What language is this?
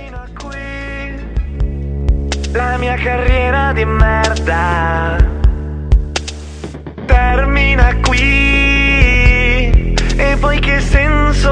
Italian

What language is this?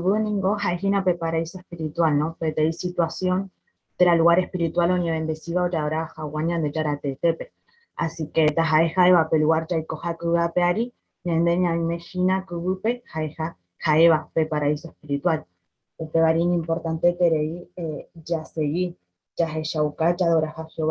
Guarani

